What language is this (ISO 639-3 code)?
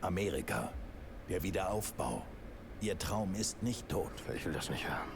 gsw